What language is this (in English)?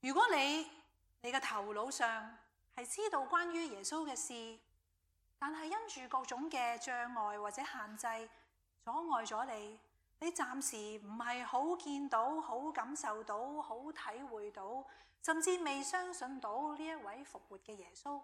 Cantonese